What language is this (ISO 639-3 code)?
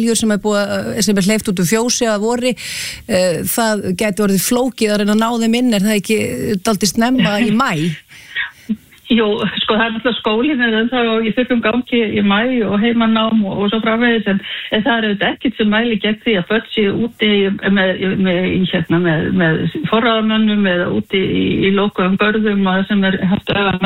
isl